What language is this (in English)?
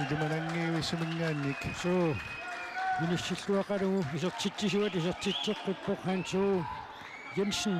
Kalaallisut